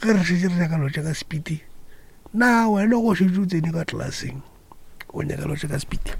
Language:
Northern Sotho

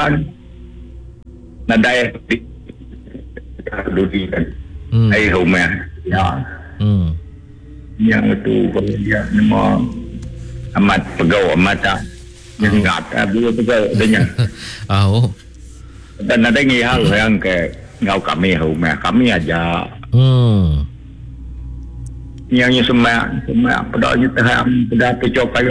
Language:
Iban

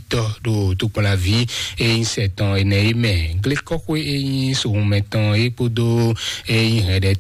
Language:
Fon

